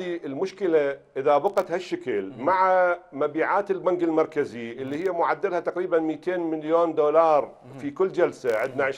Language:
Mesopotamian Arabic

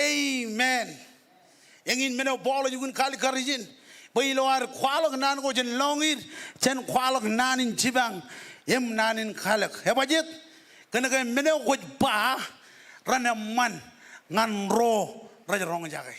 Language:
Marshallese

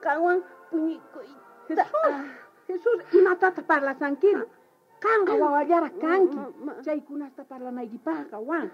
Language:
South Bolivian Quechua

